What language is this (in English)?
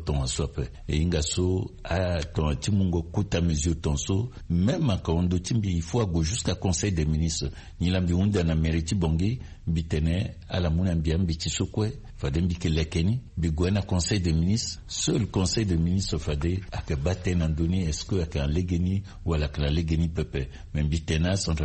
Sango